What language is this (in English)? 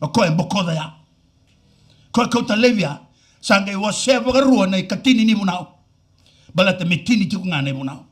Fijian